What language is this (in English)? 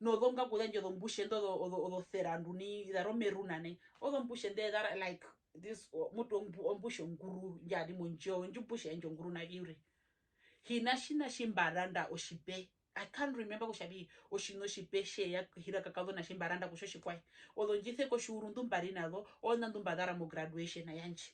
Herero